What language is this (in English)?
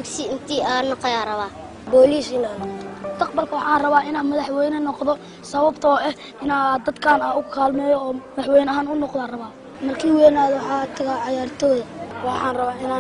Somali